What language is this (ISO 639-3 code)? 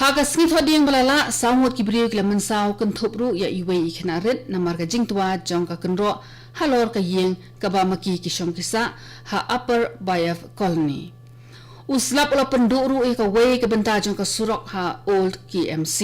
kha